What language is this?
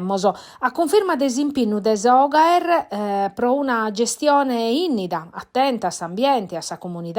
Sardinian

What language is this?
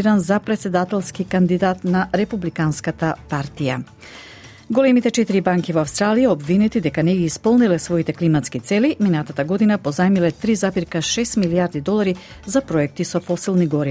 Macedonian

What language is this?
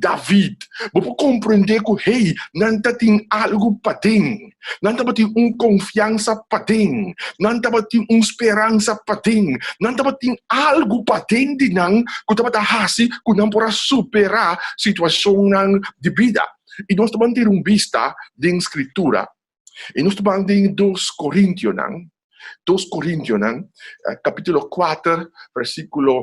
Papiamento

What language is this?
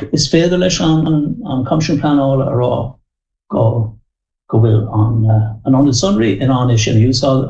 Irish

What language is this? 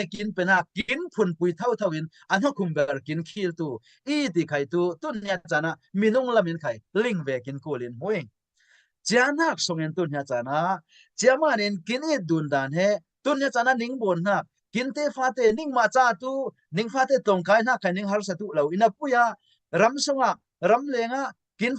Falam Chin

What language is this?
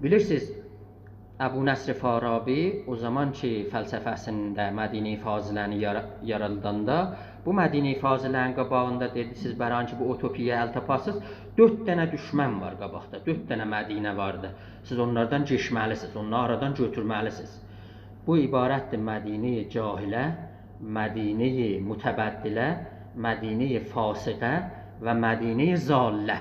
South Azerbaijani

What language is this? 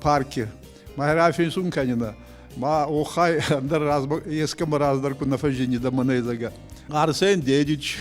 Ossetic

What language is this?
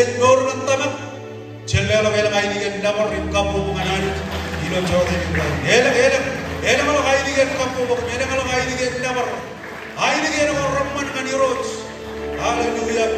Marshallese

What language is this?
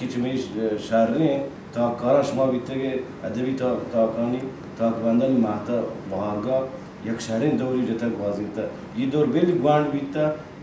Baluchi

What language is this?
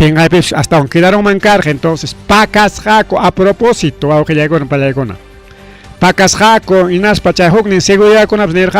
Ayacucho Quechua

